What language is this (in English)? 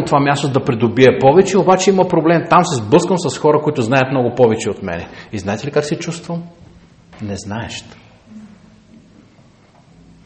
Bulgarian